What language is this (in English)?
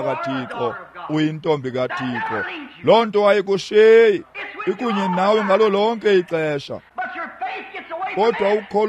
Xhosa